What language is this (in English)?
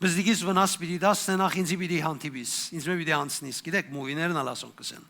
Western Armenian